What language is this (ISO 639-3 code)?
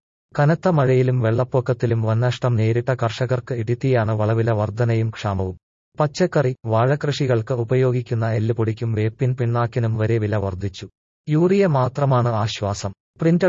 mal